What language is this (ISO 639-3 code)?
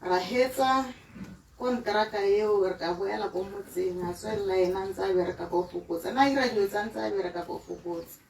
tsn